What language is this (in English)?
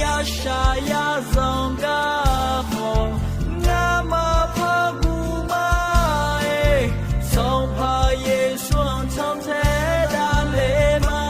Akha